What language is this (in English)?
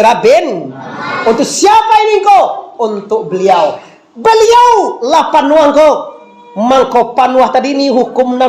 Minangkabau